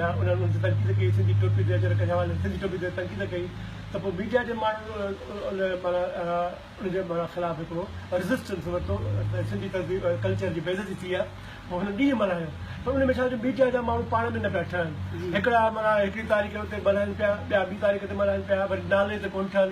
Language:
Sindhi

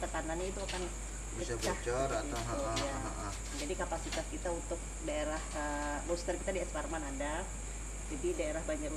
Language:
Banjar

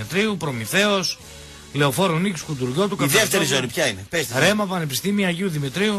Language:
Greek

